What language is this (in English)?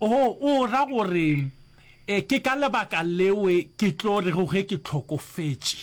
Northern Sotho